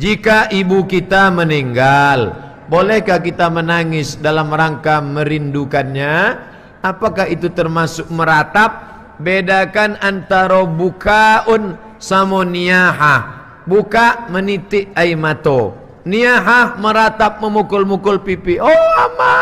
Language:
Minangkabau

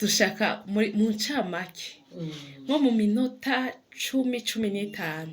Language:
Rundi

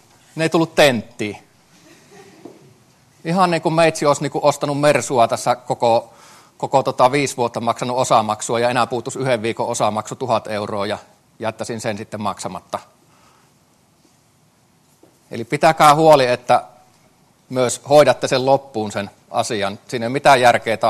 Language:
Finnish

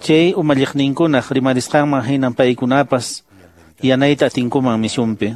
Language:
Quechua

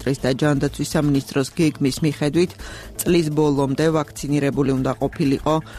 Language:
Georgian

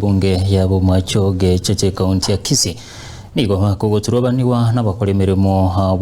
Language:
Gusii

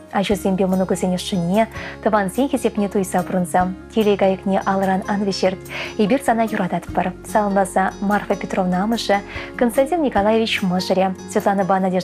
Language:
Chuvash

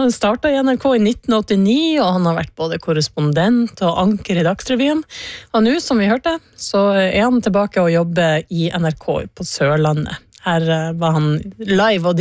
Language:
Norwegian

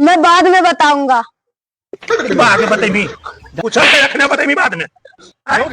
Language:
Magahi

